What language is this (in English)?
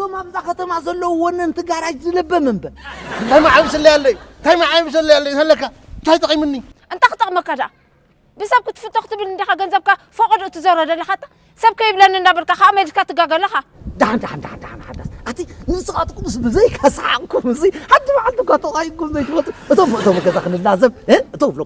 Tigrinya